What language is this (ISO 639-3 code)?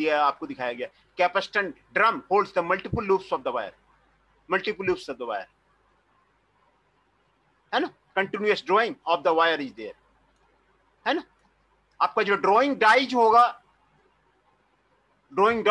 hin